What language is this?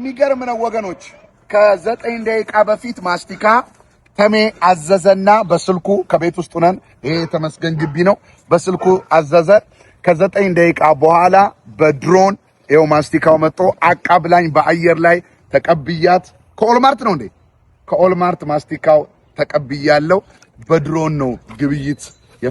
Amharic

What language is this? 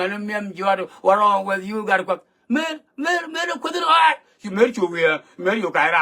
Nuer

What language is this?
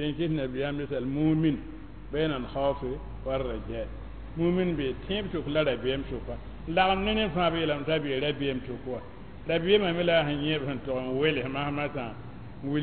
Mossi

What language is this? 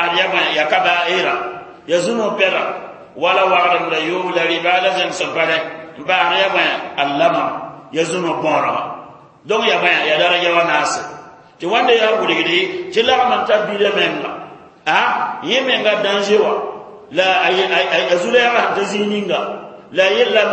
Mossi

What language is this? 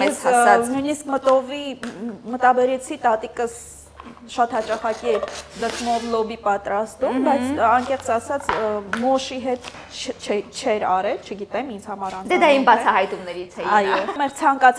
Armenian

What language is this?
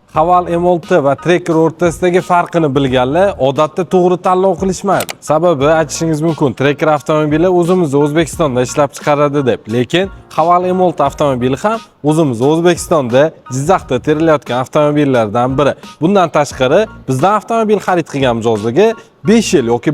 Uzbek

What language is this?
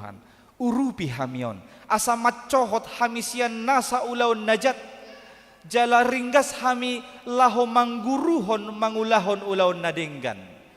Batak Toba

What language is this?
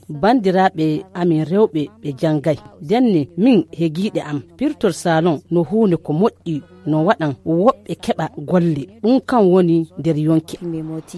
Fula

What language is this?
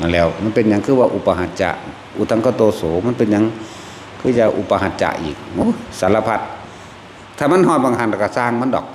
Northeastern Thai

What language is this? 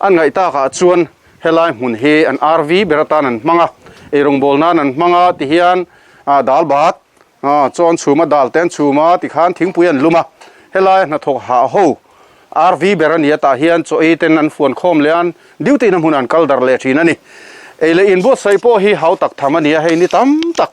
Mizo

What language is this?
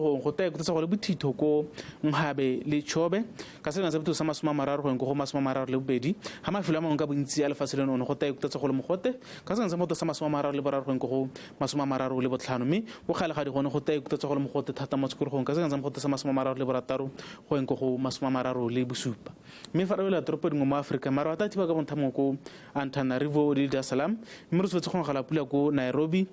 Tswana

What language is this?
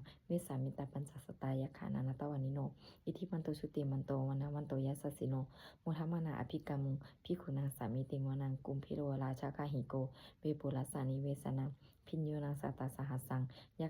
Pali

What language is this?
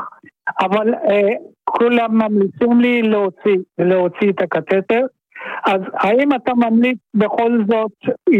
Hebrew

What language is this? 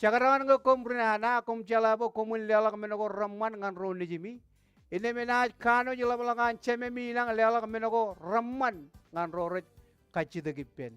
Marshallese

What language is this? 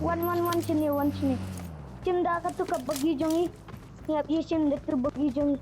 Khasi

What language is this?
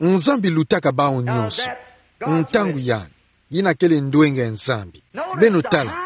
Kituba (Democratic Republic of Congo)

